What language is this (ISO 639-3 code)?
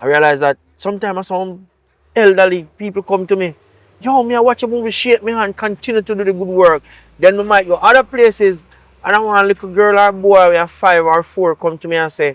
jam